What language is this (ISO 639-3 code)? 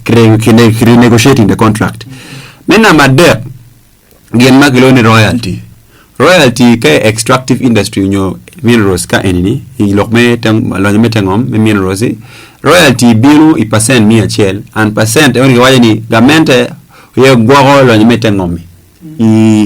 ach